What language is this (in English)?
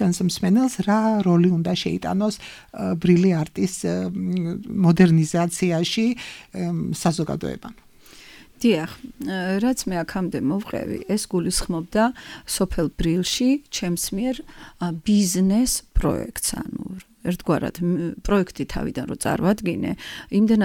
Georgian